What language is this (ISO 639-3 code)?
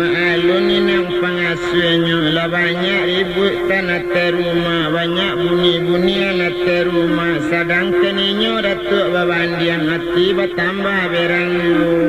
min